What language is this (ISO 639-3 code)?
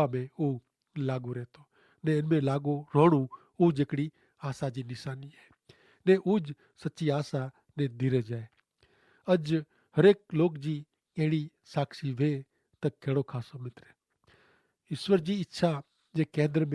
kfr